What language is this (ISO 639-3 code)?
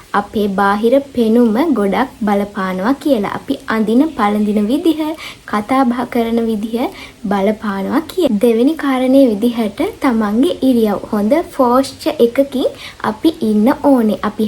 sin